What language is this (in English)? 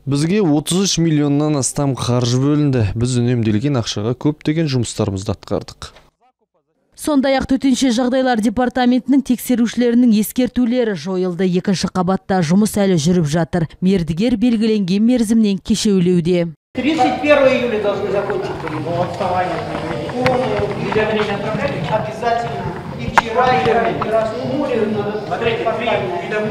Kazakh